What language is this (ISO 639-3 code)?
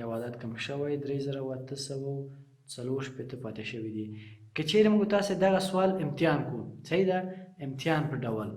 pus